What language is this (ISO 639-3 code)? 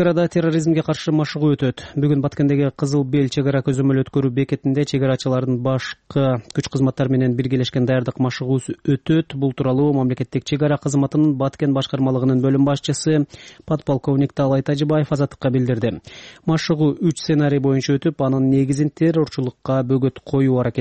kir